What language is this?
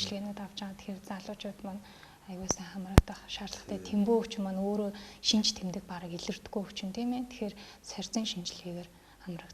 Mongolian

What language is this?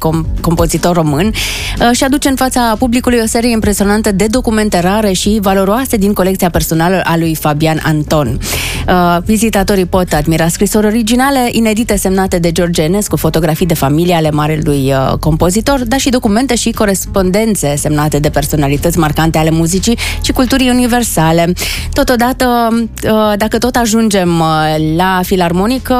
Romanian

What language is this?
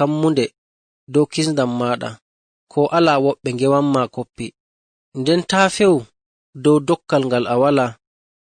Fula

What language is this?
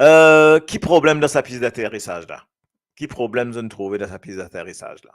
Morisyen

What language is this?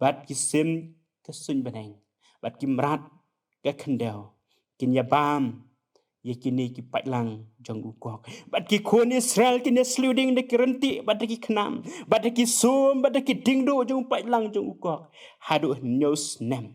Khasi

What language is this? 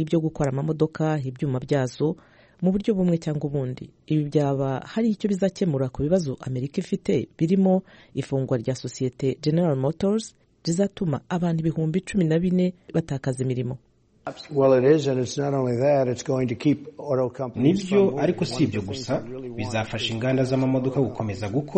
Kinyarwanda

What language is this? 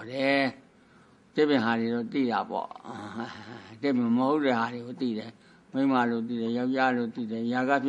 Burmese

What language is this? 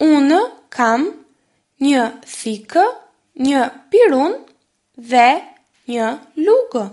Albanian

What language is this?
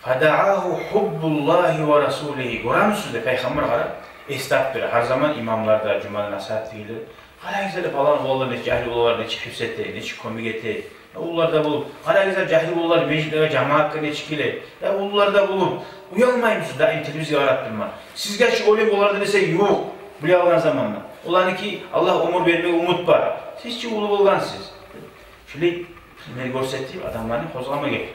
Kumyk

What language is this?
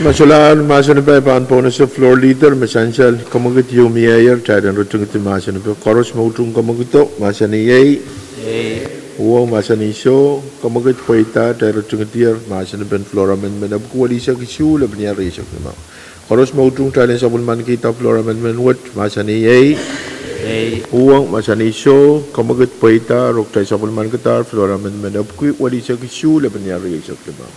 Pohnpeian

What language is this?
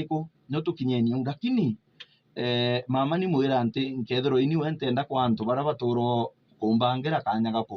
Meru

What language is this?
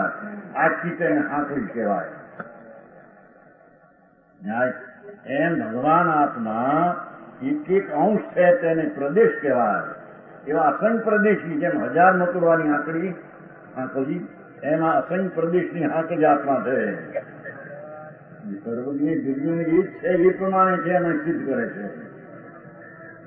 Gujarati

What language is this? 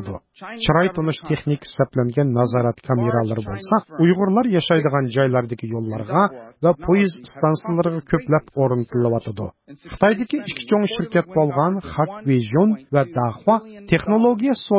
Uyghur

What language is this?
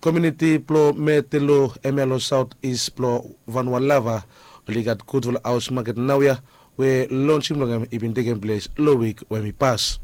Bislama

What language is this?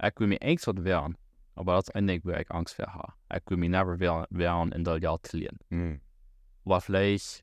Plautdietsch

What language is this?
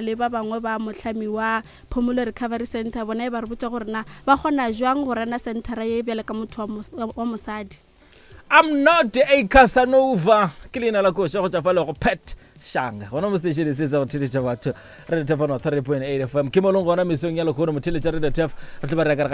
Northern Sotho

